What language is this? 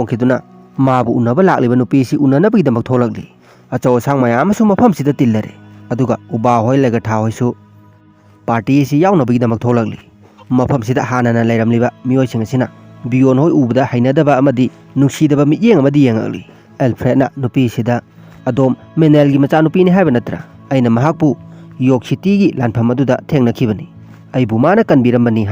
Manipuri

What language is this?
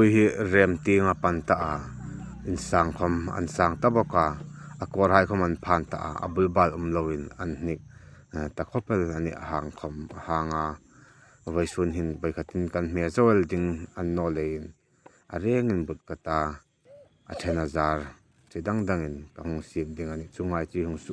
Hmar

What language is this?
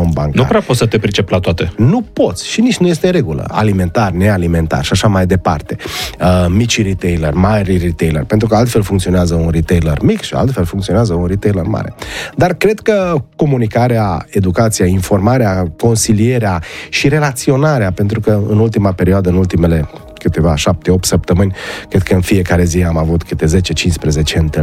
Romanian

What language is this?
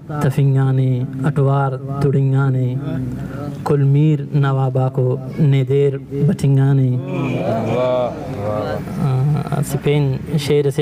Brahui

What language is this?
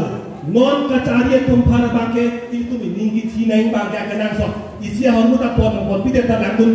Karbi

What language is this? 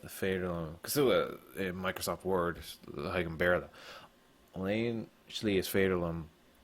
Irish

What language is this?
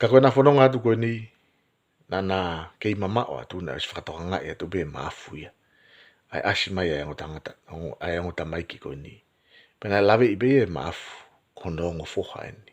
Tongan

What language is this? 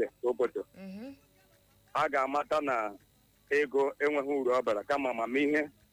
Igbo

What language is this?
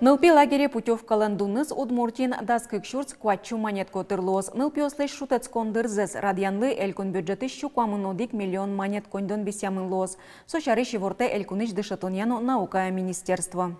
Udmurt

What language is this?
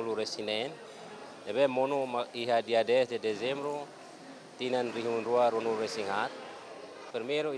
Tetum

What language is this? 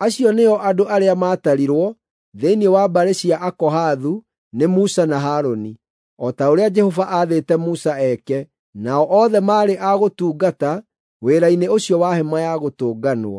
Kikuyu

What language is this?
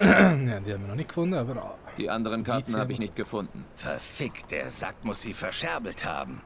Swiss German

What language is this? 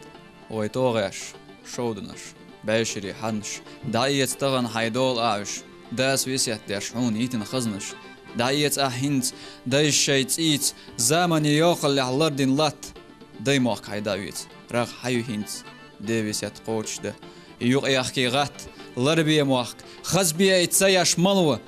Chechen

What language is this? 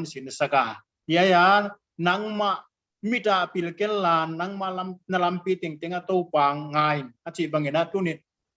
Paite Chin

